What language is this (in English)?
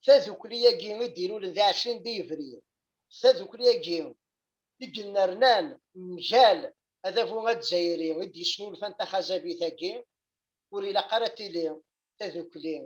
Kabyle